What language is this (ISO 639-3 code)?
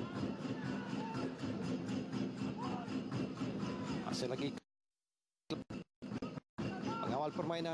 msa